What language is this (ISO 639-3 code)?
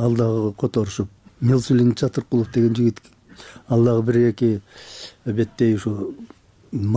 kir